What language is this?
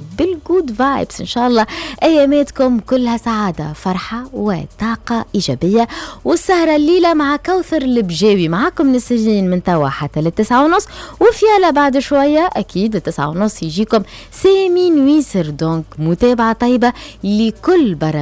Tunisian Arabic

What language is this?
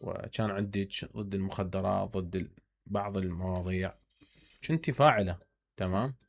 Mesopotamian Arabic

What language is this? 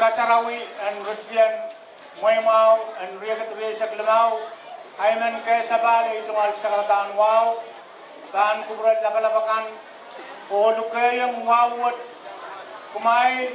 Pohnpeian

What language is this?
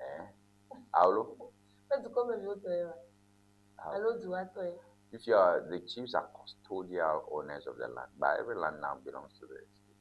Ewe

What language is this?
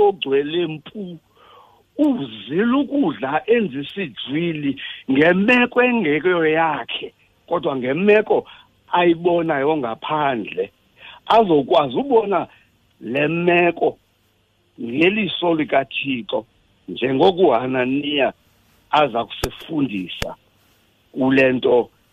Xhosa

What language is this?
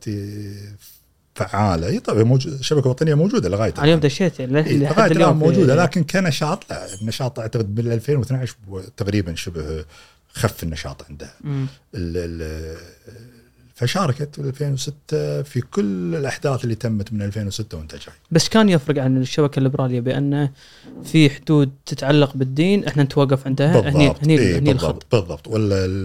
Gulf Arabic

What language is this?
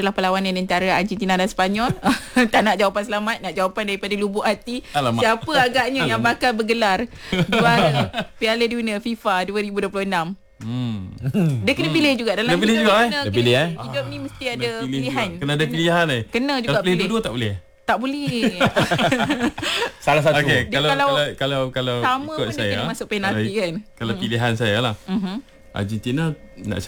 Malay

